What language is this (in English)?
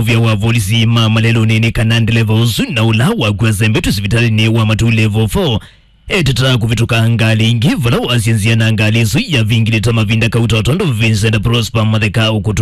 Kamba